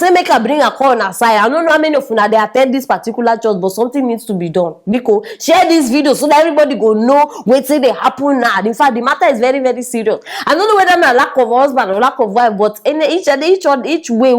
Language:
Nigerian Pidgin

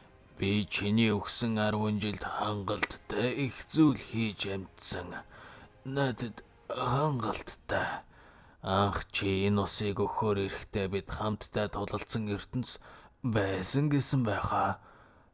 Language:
Mongolian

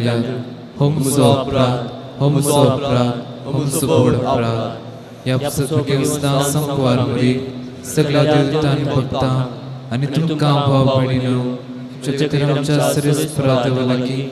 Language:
Konkani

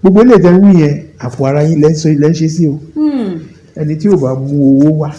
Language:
Yoruba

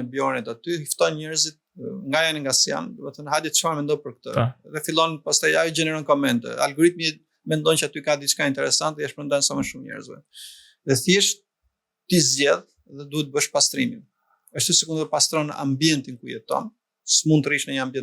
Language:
Albanian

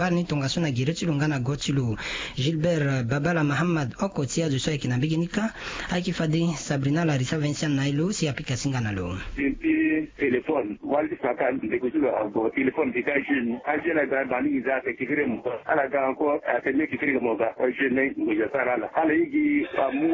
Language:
Sango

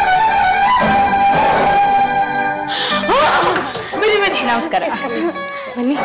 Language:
Kannada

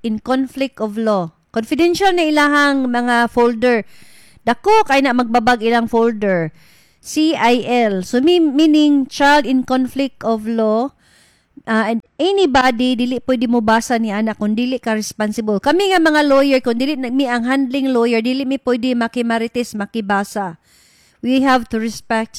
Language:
Cebuano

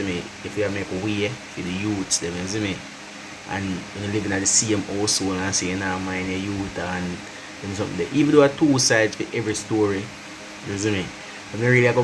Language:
Jamaican Creole English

